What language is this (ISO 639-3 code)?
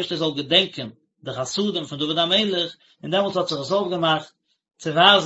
yid